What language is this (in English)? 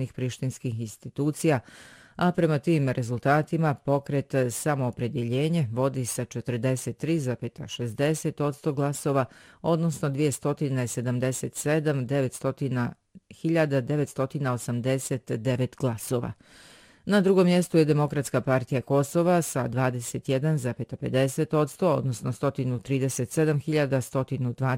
Bosnian